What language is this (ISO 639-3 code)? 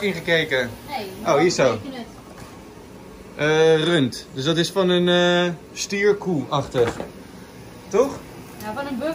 nld